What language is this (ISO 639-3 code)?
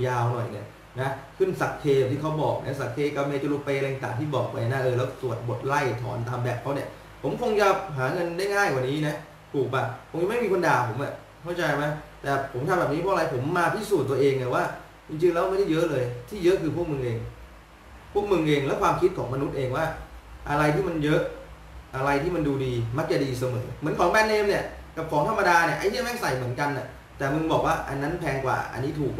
tha